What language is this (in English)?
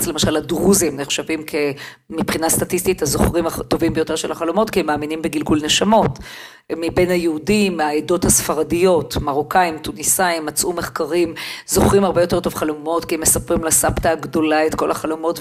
Hebrew